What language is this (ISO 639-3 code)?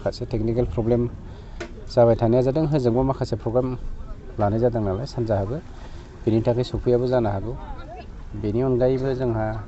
brx